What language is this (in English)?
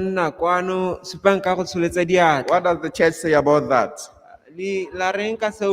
Tswana